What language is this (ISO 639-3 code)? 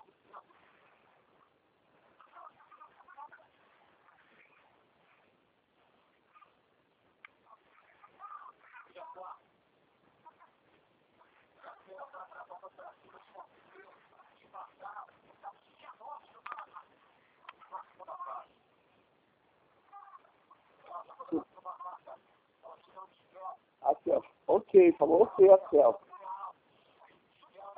por